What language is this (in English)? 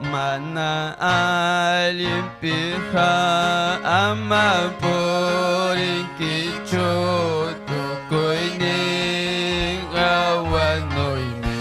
Ayacucho Quechua